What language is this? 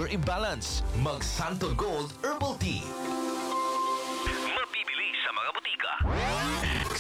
Filipino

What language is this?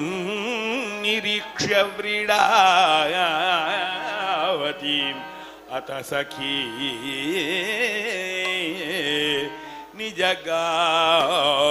Sanskrit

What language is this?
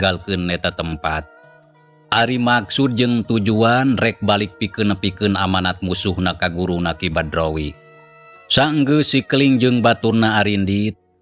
Sundanese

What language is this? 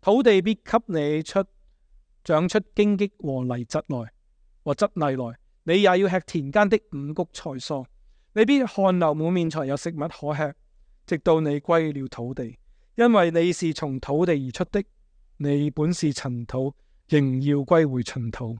Cantonese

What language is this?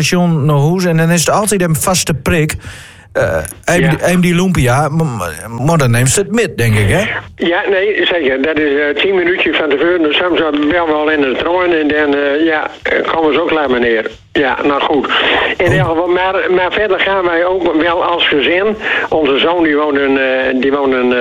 Dutch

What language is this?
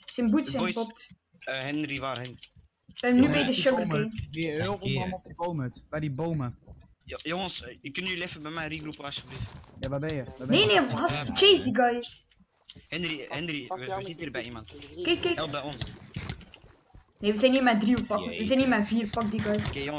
Dutch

